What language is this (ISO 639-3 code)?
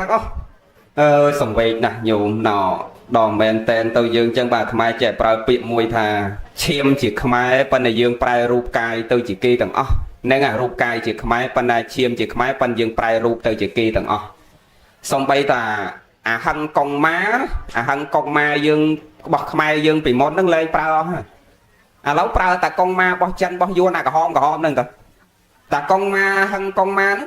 khm